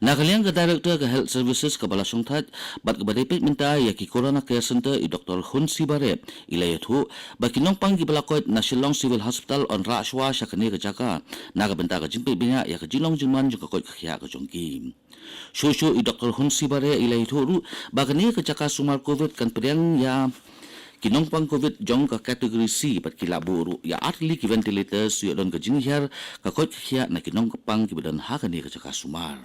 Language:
Khasi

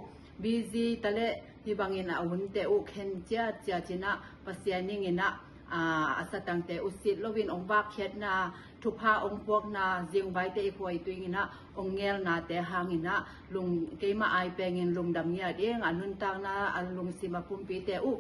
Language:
Tedim Chin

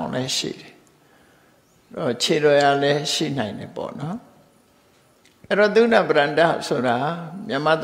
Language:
Burmese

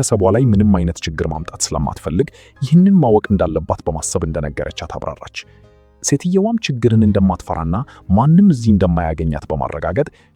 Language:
Amharic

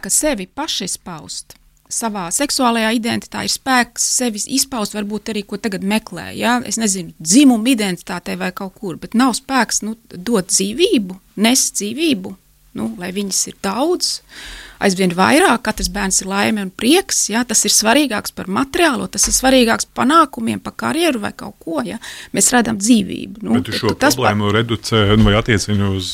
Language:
Latvian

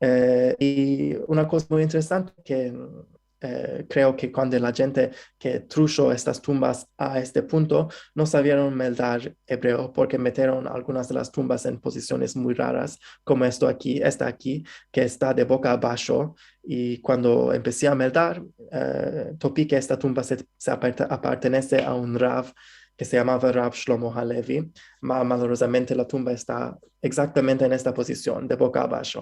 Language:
Ladino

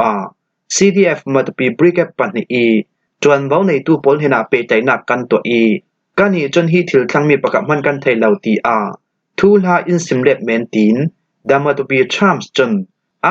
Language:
Falam Chin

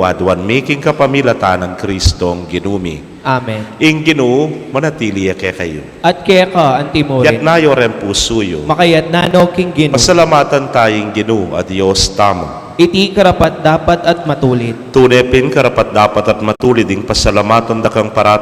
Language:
Pampanga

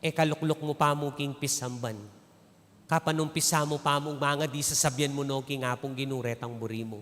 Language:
Pampanga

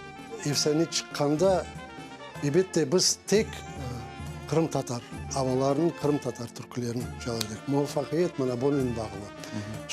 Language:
Crimean Tatar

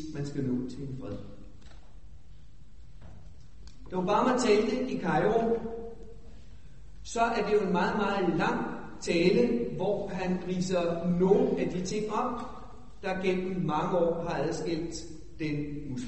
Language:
Danish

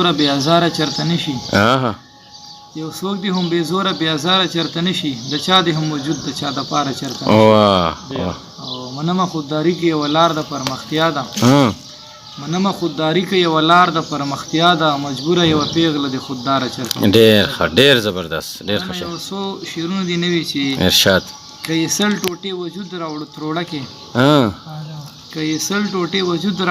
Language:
Pashto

